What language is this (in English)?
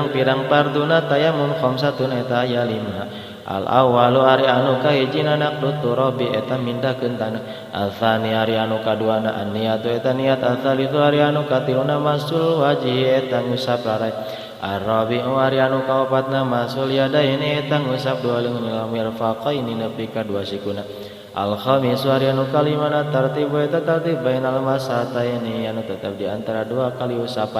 Sundanese